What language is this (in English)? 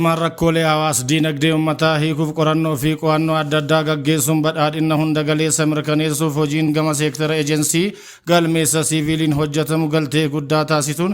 Oromo